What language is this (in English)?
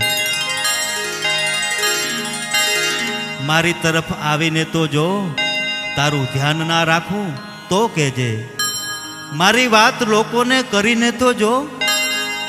Gujarati